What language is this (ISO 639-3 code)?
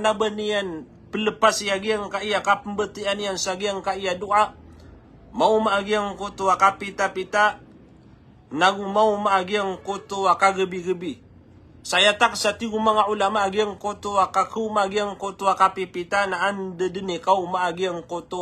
mrw